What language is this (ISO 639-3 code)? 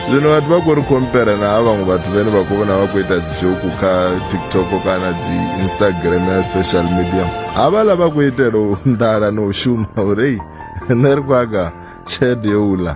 ven